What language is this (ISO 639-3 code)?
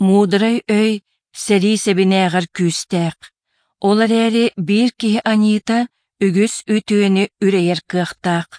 sah